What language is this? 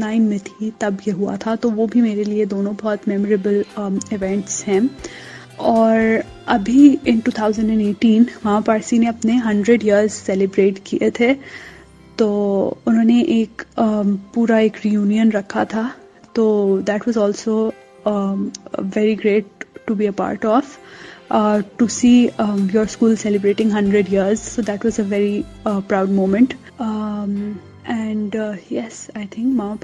Urdu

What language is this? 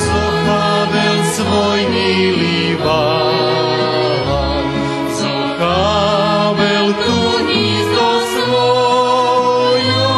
Rusyn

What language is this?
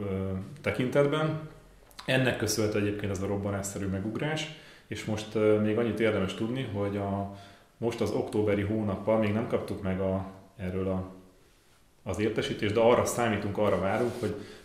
Hungarian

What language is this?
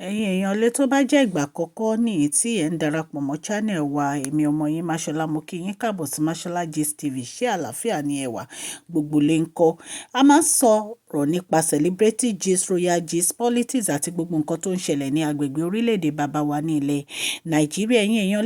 Yoruba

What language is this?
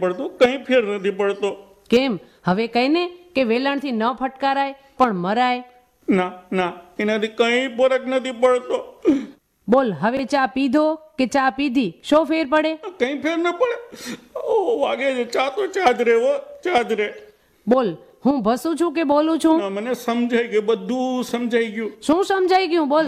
Gujarati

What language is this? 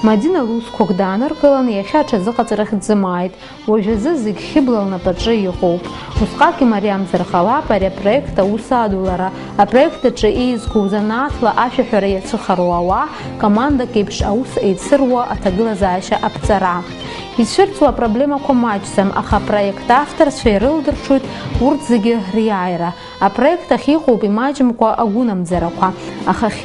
Abkhazian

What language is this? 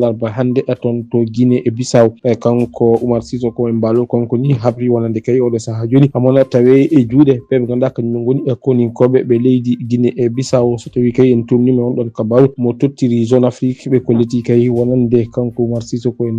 Fula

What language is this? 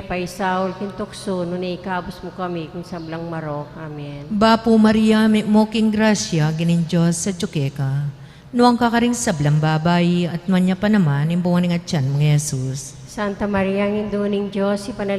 Pampanga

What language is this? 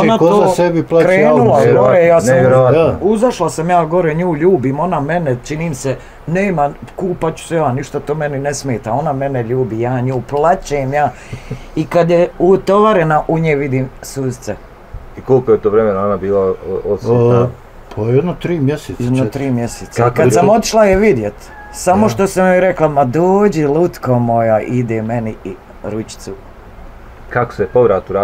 Bosnian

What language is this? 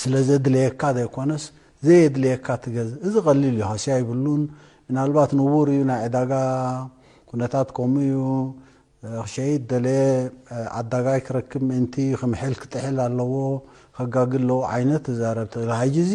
Tigrinya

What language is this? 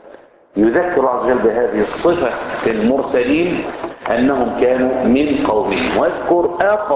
Arabic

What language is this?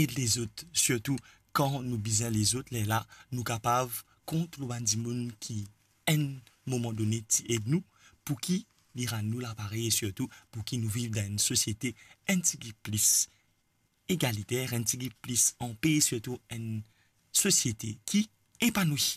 Morisyen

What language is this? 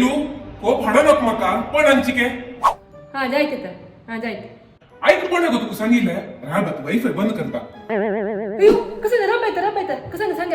Konkani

